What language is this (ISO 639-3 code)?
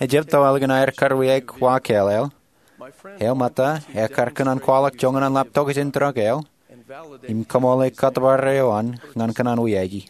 mah